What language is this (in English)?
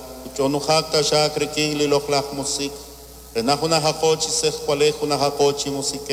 Kekchí